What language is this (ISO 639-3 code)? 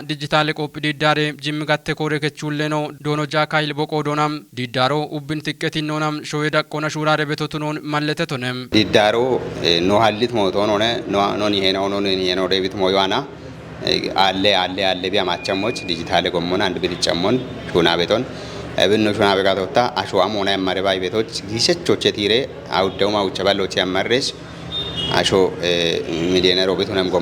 kbr